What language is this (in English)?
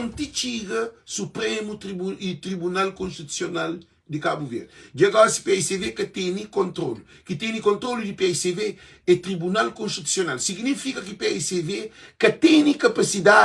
Kabuverdianu